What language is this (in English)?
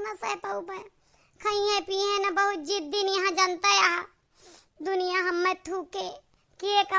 Awadhi